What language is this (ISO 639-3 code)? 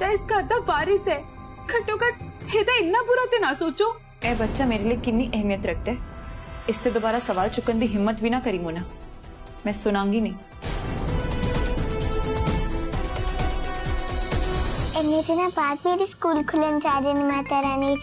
pan